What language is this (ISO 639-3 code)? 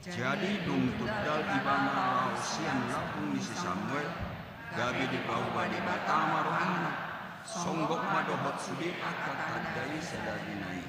bbc